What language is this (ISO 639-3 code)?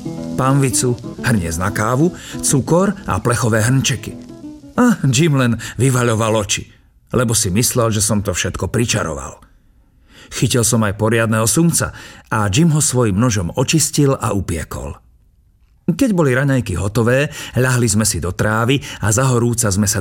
slk